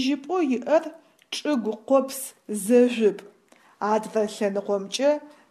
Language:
Adyghe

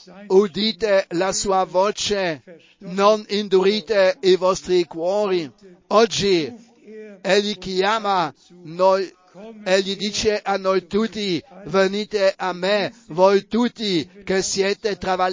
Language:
Italian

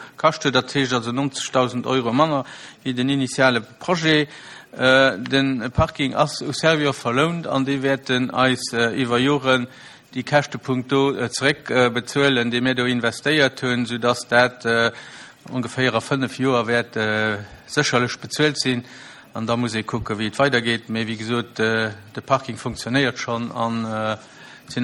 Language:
Luxembourgish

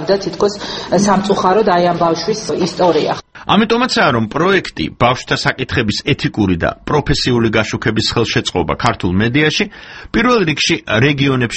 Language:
Georgian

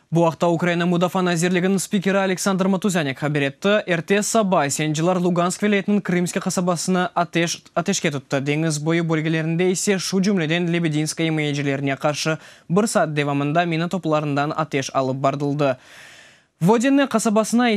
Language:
Crimean Tatar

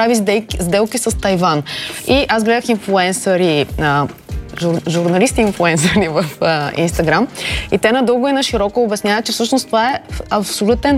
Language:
Bulgarian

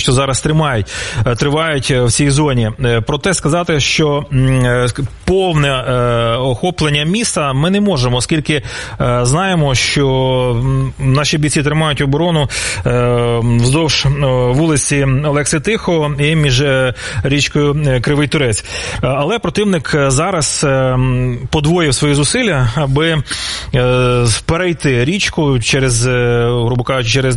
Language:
Ukrainian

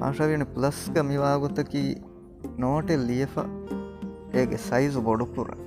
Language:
Divehi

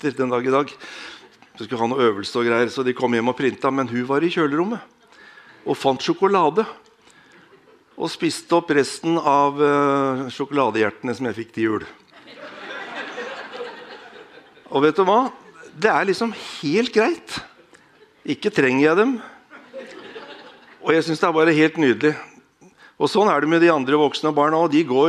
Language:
Norwegian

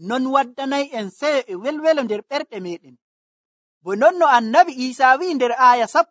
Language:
Nigerian Fulfulde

